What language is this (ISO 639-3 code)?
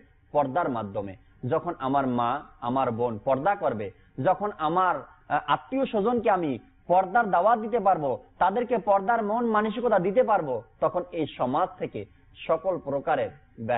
ben